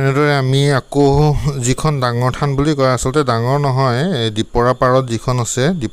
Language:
Assamese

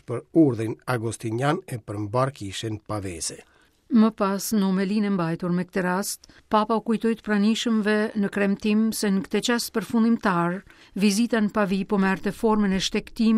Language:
Albanian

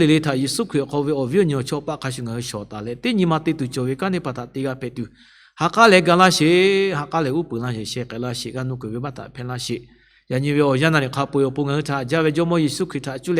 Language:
Lahu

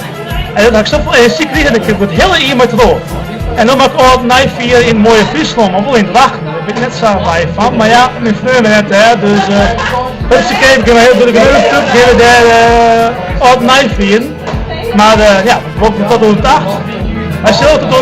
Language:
Western Frisian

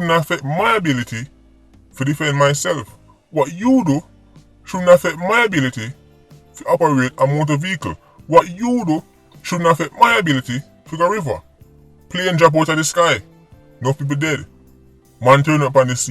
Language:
Jamaican Creole English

